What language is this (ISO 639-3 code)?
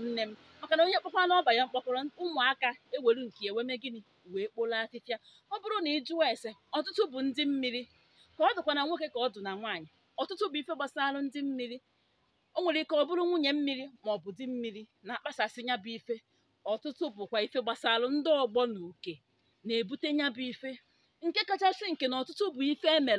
ibo